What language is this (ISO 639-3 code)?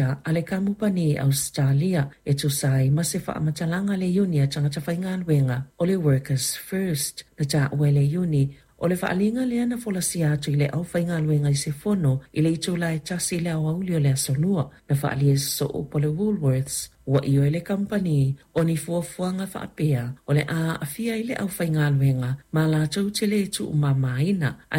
smo